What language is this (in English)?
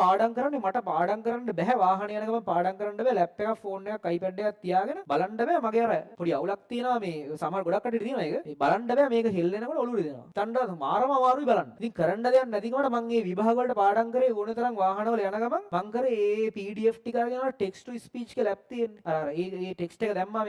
Sinhala